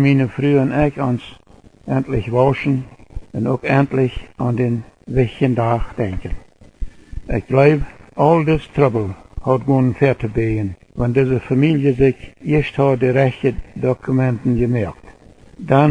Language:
Plautdietsch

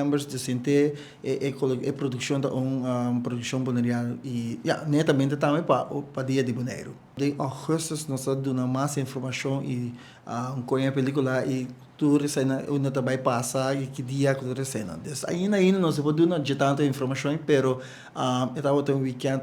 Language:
Papiamento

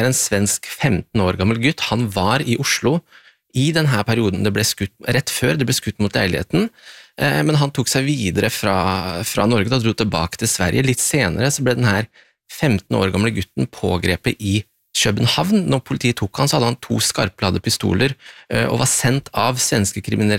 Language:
Norwegian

